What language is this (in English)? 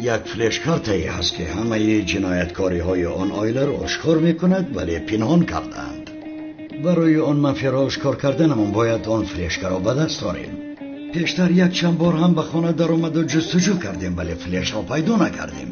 Tajik